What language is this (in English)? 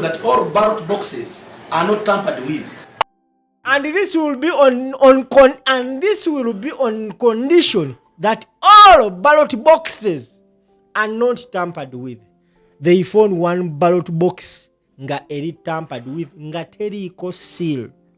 Ganda